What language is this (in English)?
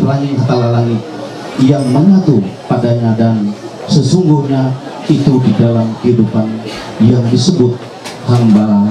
Ma'anyan